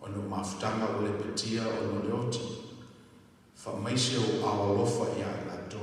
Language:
Samoan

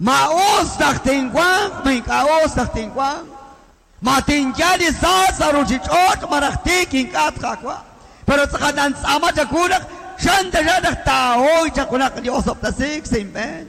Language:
Kekchí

